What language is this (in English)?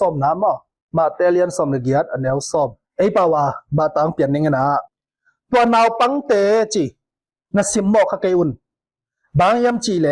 Tedim Chin